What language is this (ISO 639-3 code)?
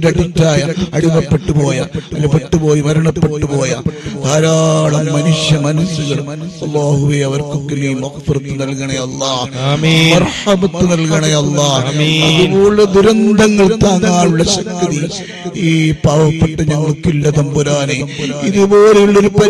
mal